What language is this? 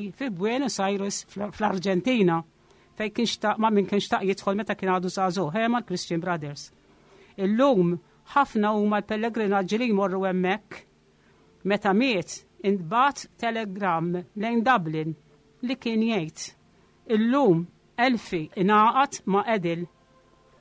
Maltese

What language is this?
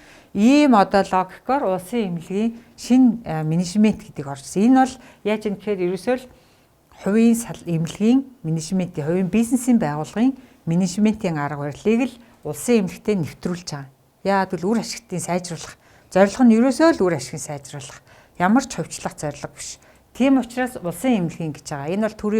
Mongolian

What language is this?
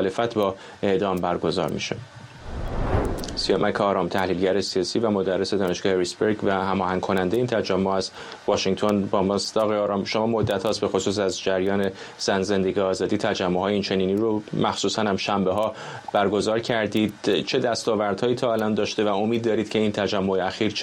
Persian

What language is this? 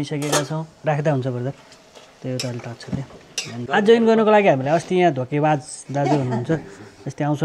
Nepali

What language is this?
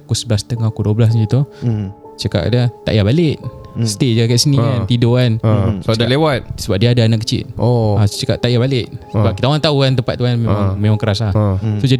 Malay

